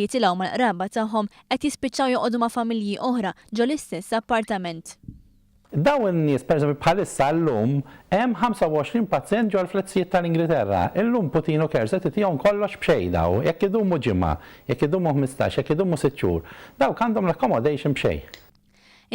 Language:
Maltese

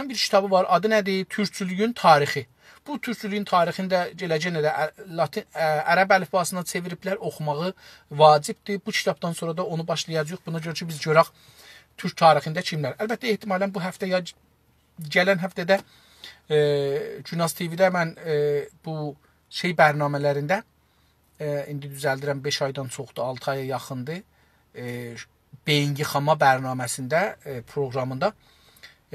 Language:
South Azerbaijani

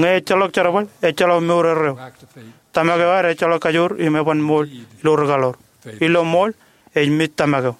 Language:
Marshallese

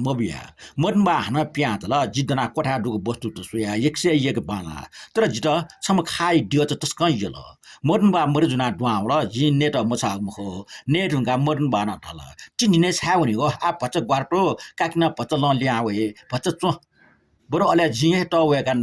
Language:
Newari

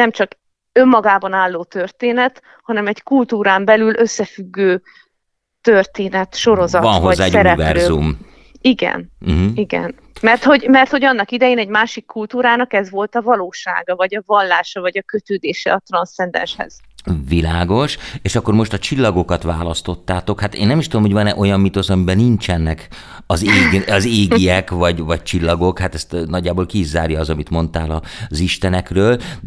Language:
Hungarian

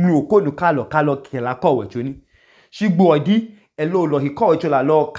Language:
Idoma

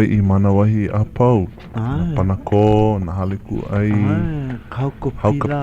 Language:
Hawaiian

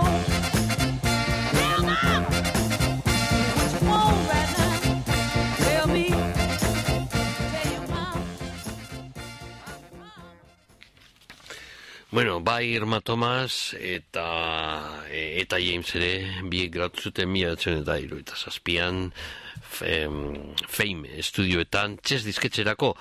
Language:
Basque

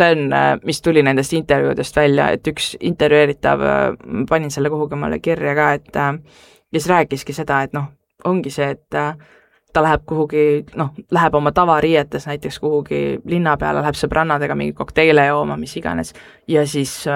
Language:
Estonian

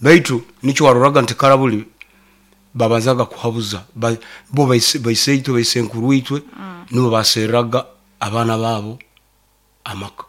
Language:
Nyoro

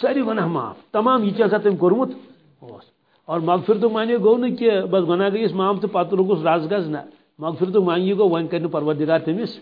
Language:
Kashmiri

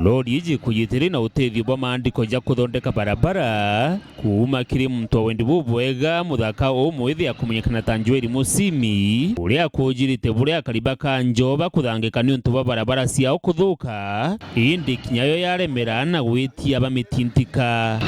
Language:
Meru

